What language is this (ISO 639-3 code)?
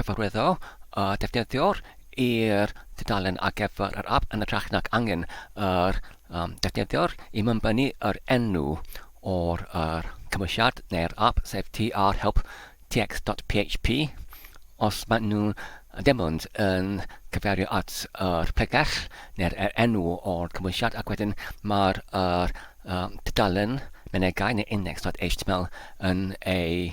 cym